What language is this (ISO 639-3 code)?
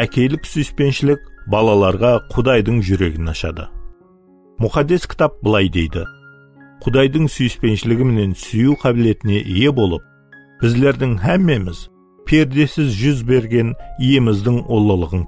kaa